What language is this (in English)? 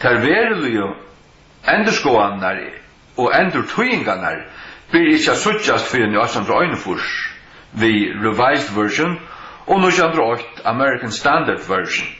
Faroese